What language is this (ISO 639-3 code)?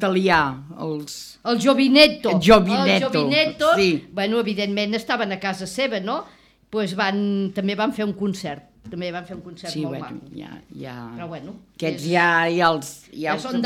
cat